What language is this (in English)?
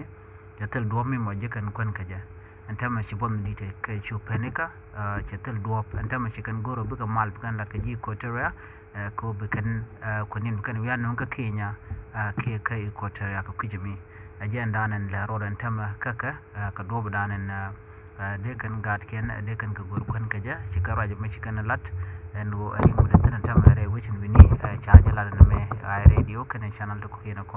Nuer